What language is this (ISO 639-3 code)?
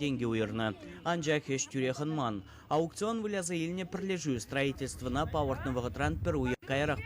chv